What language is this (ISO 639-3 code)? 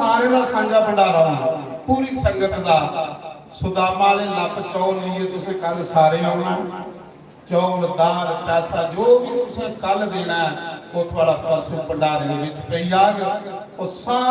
doi